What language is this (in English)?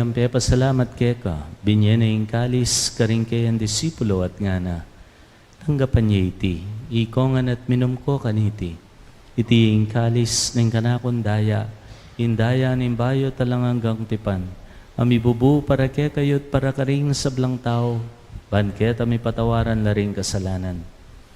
Pampanga